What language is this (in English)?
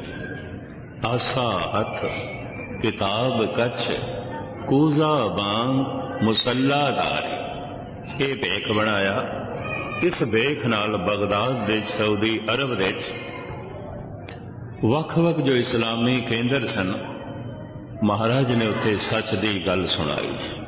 Punjabi